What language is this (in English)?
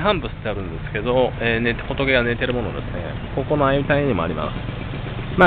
Japanese